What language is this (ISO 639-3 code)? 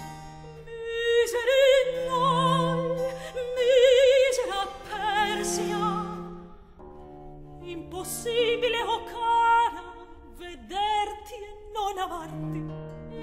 ita